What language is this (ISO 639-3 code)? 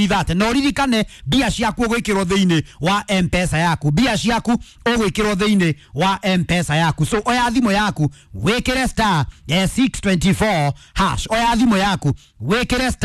kik